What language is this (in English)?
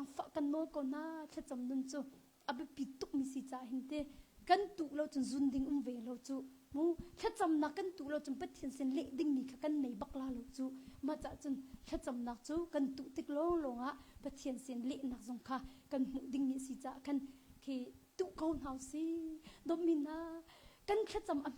Hakha Chin